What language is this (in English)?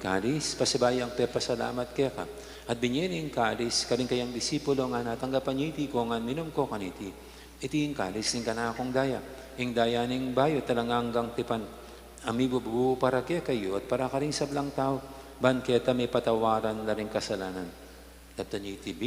Pampanga